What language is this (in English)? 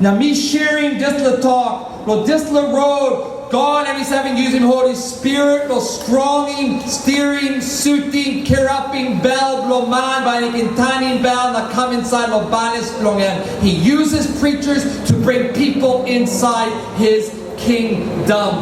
Tok Pisin